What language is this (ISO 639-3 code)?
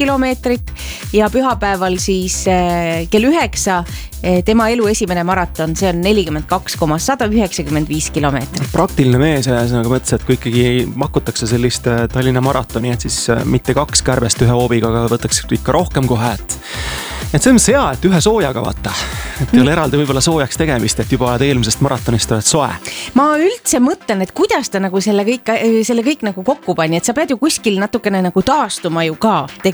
est